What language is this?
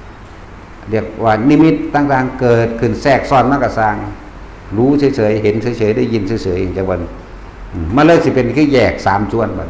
Northeastern Thai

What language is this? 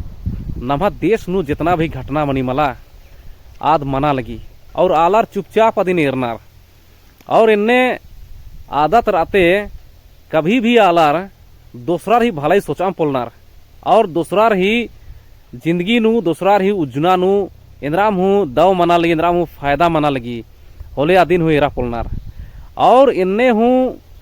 Kurukh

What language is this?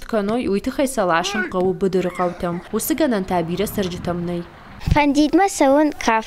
Ossetic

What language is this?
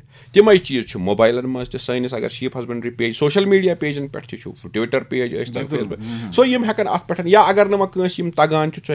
Kashmiri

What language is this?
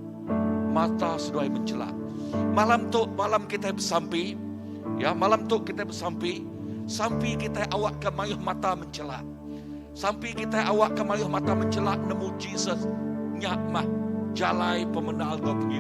Iban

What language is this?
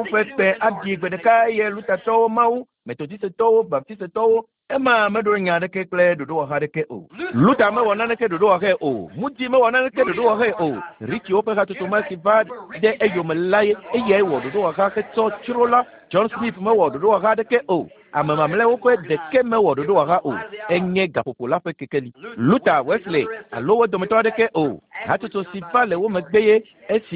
Ewe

